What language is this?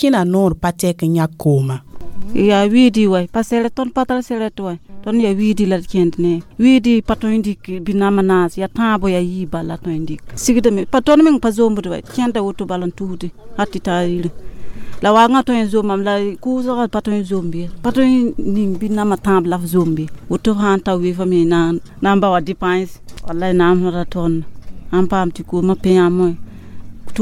Mossi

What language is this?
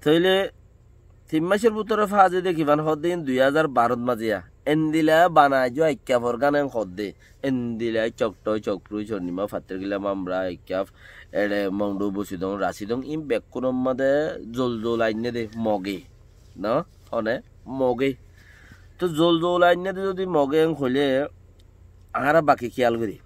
Rohingya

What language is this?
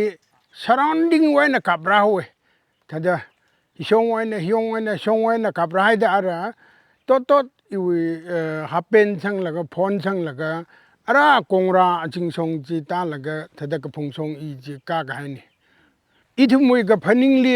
Tangkhul Naga (India)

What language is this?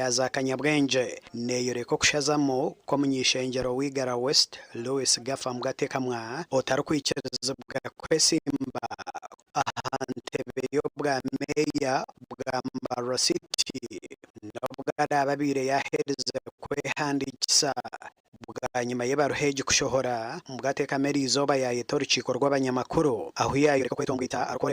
Nyankole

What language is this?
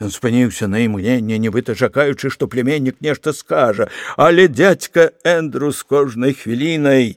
Belarusian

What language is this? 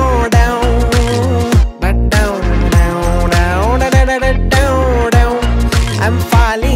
Kannada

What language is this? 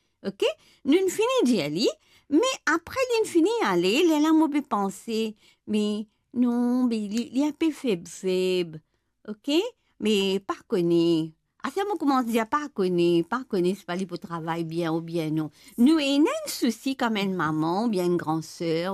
Morisyen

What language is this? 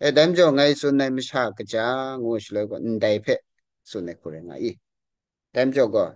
Kachin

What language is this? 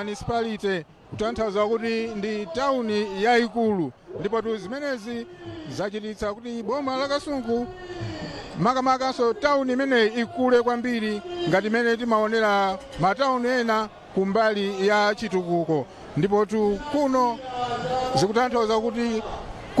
Nyanja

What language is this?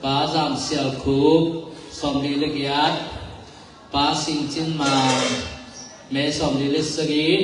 Tedim Chin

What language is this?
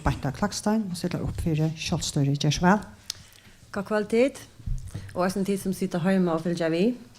Faroese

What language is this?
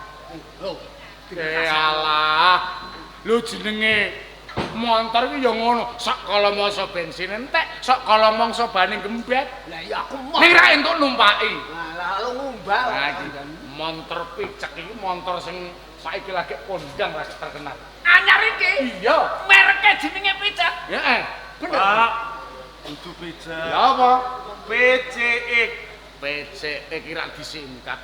Javanese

